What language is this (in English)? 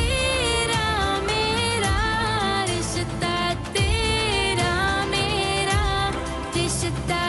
Odia